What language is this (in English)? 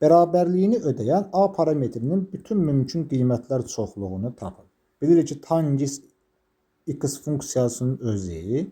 Azerbaijani